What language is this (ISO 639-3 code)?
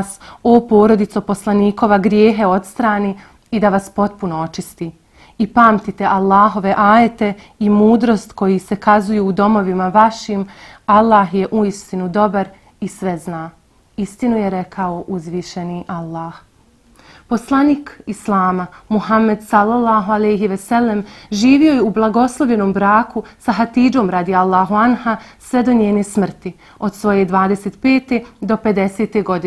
bos